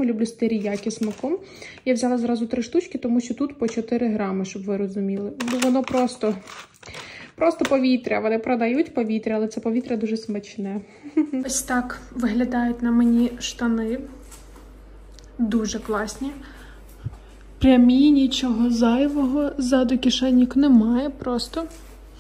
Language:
Ukrainian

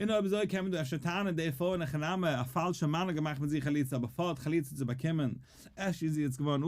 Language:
Yiddish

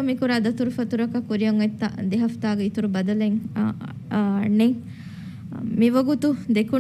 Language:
Divehi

